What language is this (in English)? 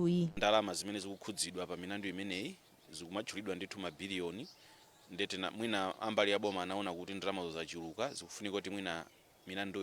Nyanja